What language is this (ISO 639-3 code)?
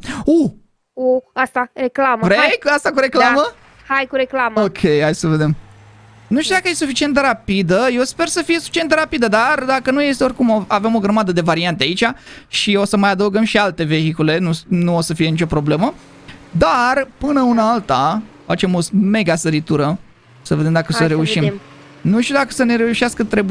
ron